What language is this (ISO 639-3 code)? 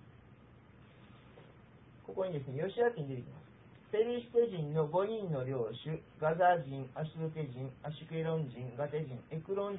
jpn